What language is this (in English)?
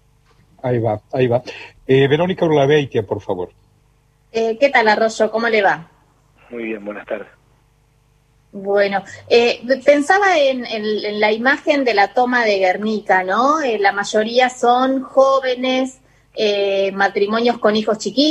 Spanish